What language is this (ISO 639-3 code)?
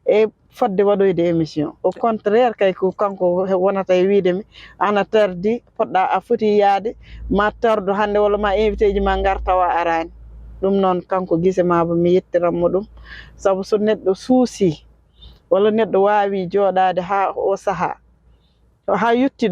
ful